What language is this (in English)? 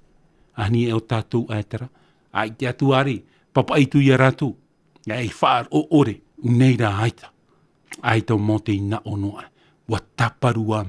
Tahitian